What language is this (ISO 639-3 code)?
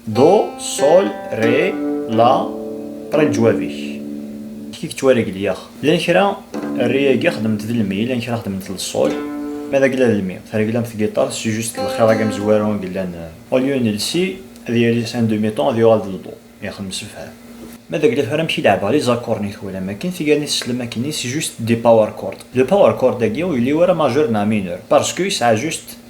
kab